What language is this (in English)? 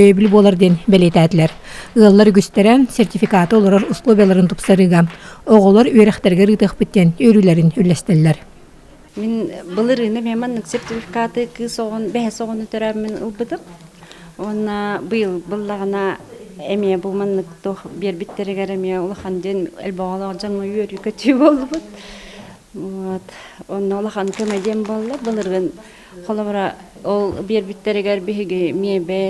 Yakut